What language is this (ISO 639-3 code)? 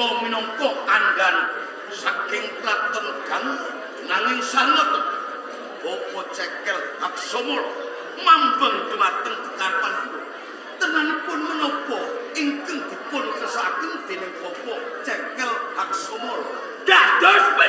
jav